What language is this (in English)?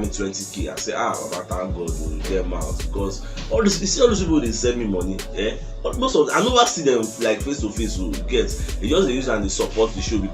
Nigerian Pidgin